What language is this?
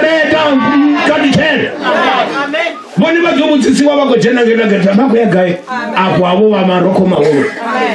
Venda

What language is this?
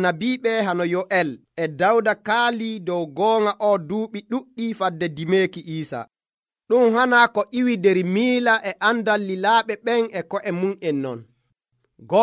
Nigerian Fulfulde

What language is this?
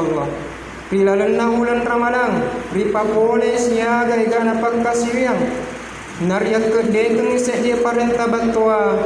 Buginese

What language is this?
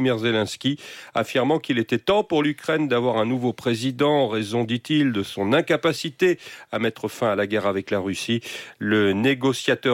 French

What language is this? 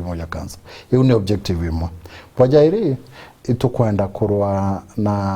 Meru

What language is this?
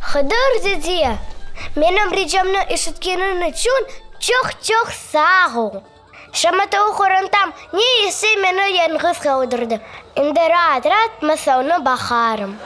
Crimean Tatar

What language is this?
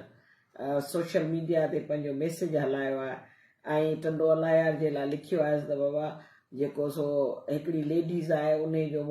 Sindhi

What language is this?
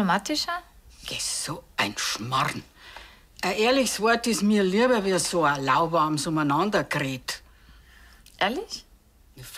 Bavarian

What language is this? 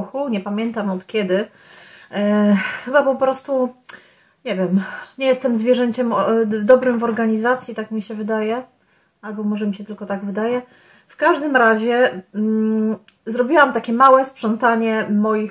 Polish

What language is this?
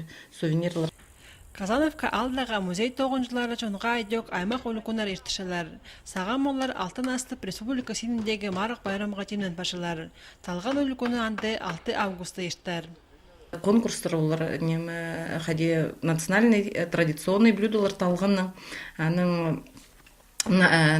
Khakas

